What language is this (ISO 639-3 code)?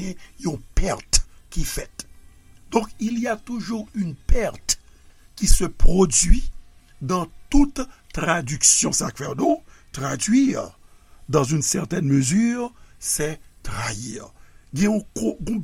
hat